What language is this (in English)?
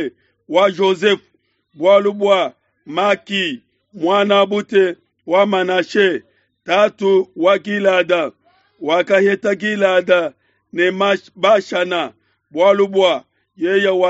Luba-Lulua